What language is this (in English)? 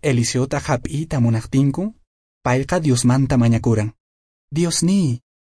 Quechua